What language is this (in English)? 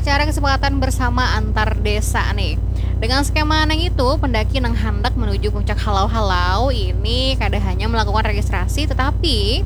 Banjar